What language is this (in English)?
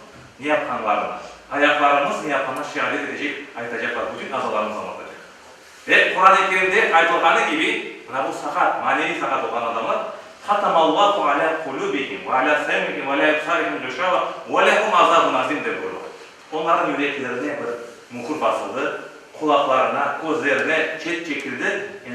Crimean Tatar